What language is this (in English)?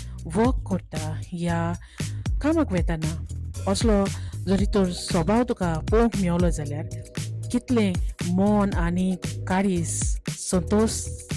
Konkani